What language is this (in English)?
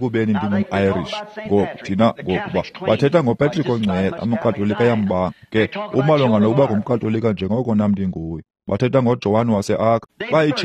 Xhosa